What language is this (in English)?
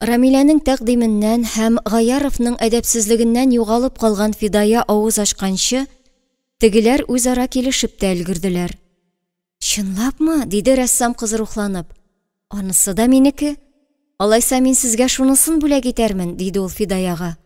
Tatar